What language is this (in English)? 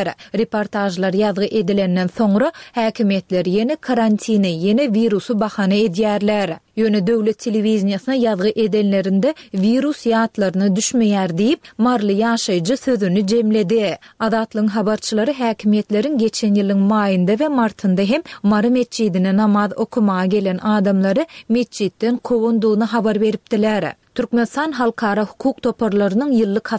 Turkmen